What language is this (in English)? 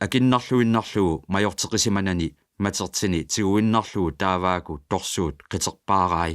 Kalaallisut